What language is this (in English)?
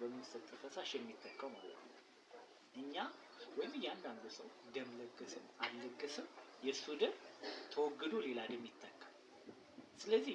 Amharic